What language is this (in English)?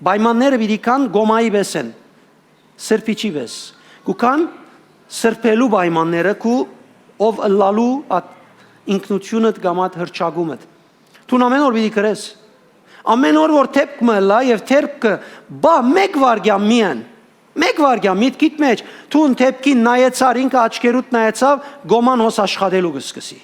Western Armenian